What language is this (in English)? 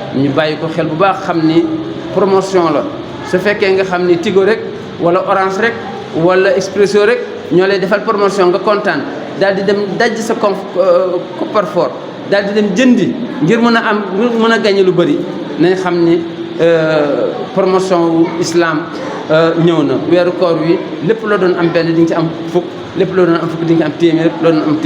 Wolof